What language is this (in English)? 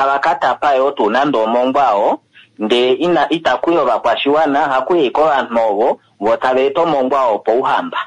Kuanyama